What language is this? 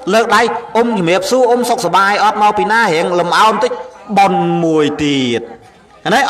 Khmer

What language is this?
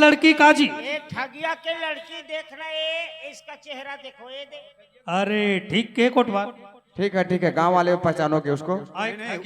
Chhattisgarhi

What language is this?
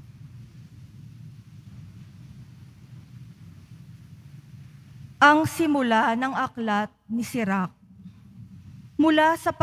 Filipino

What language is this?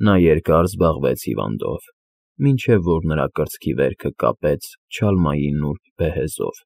Armenian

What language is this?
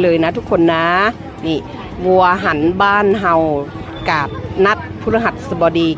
Lao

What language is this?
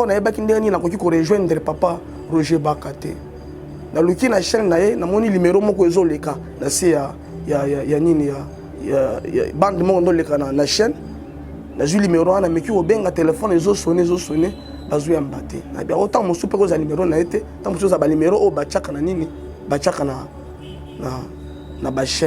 Lingala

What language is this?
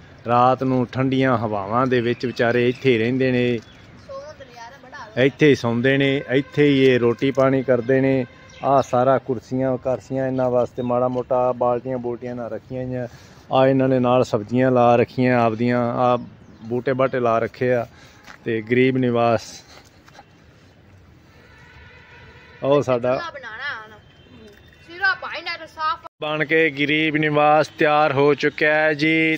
Punjabi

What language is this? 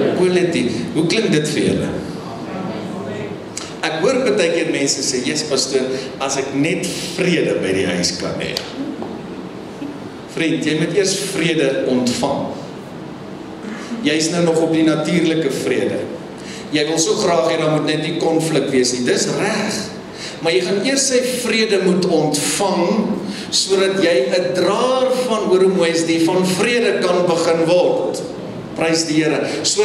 Afrikaans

